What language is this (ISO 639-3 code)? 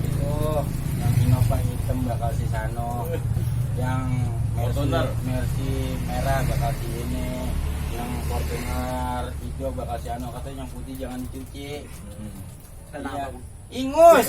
bew